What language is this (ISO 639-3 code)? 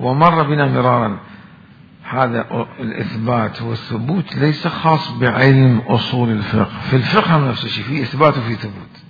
acm